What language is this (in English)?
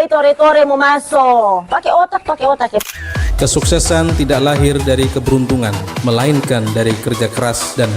Manado Malay